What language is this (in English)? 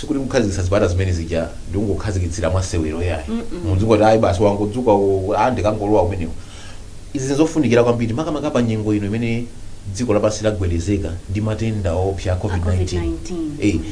Nyanja